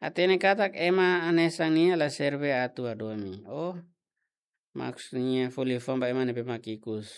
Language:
Tetum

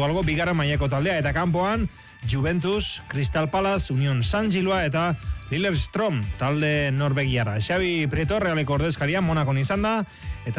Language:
Basque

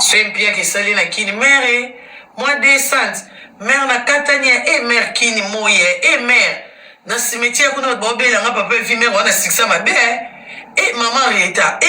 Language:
Lingala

